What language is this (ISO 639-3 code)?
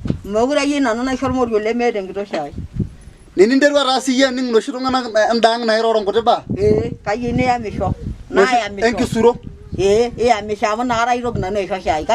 mas